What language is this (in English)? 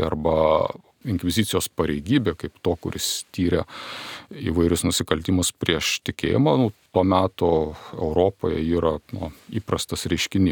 Lithuanian